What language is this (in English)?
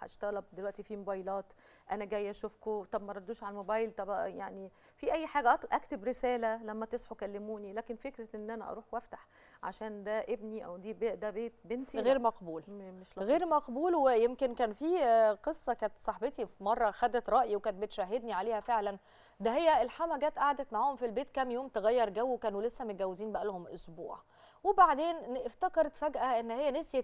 Egyptian Arabic